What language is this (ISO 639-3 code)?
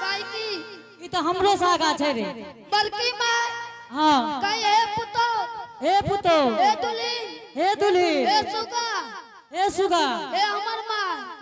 anp